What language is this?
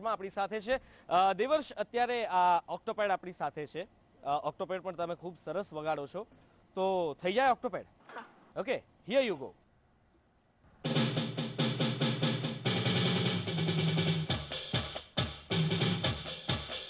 Gujarati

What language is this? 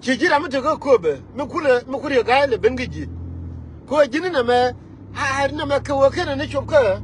Nuer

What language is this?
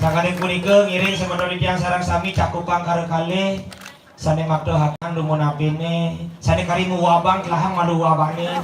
Balinese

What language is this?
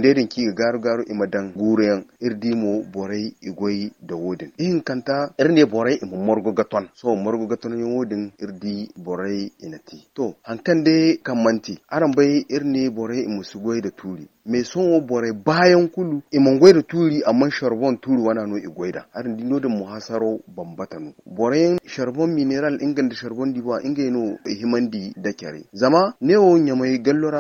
Zarma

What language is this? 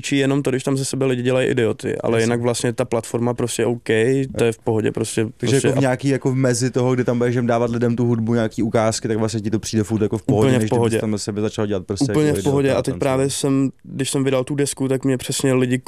Czech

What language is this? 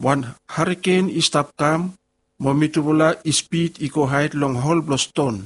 Bislama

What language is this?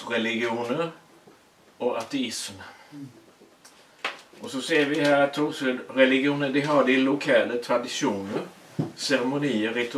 Swedish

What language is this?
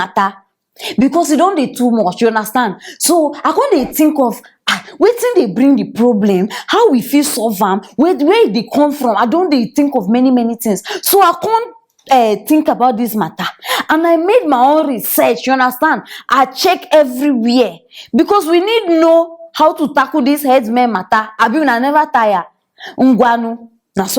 Nigerian Pidgin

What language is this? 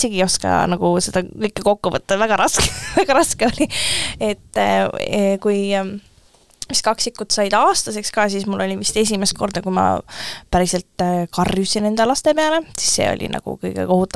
Estonian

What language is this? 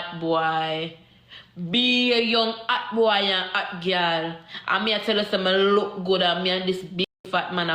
Jamaican Creole English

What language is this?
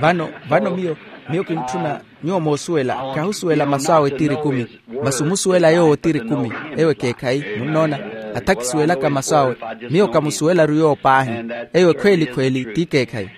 Makhuwa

